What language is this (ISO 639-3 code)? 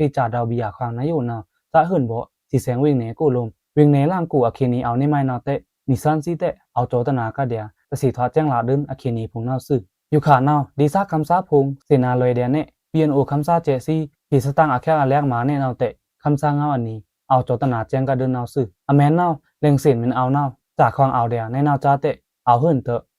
blk